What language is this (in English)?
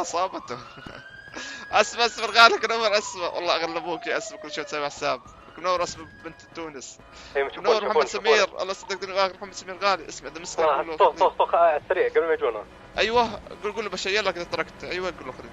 North Levantine Arabic